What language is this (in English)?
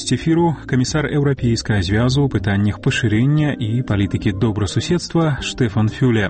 Belarusian